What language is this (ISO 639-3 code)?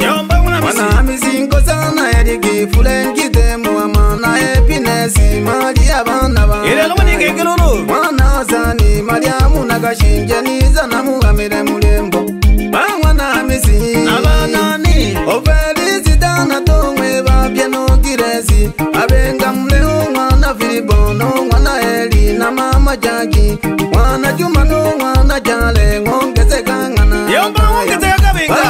swa